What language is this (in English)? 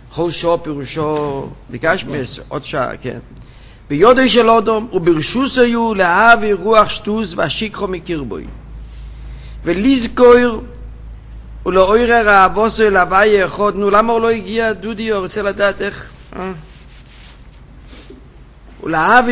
Hebrew